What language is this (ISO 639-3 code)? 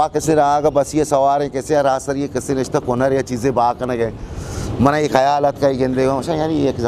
bgp